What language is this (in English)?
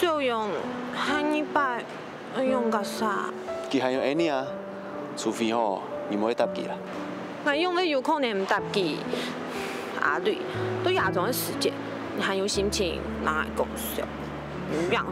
Hakka Chinese